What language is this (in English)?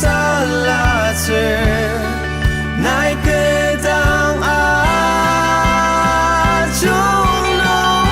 Ao Naga